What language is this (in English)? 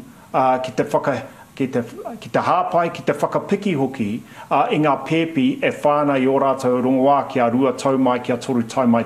Māori